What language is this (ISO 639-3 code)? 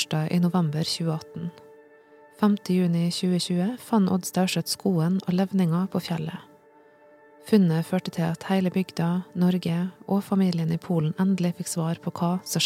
nor